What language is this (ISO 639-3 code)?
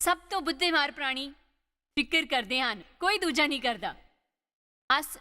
doi